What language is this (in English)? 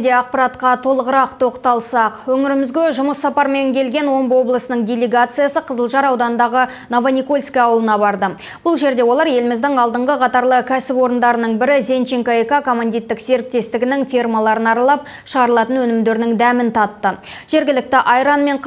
Kazakh